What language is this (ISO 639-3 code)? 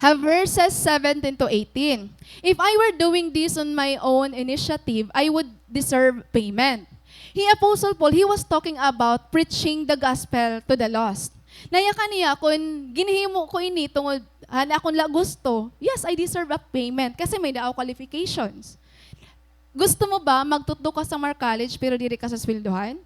war